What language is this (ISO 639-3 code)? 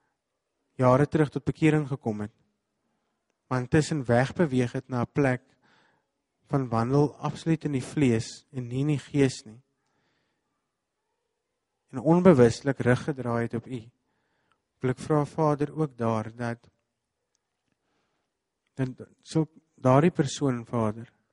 afr